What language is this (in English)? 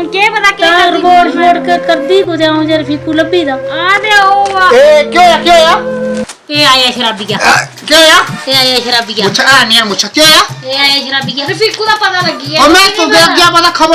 Dogri